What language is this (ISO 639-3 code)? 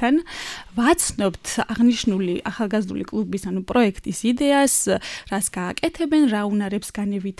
kat